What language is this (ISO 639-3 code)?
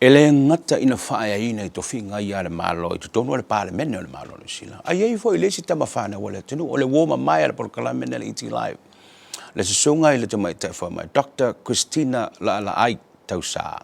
smo